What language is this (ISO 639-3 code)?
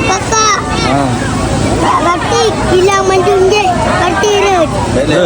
ace